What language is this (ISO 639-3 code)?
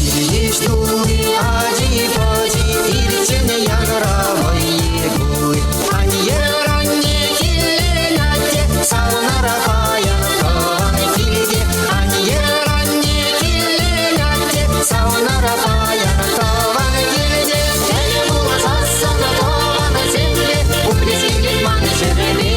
chv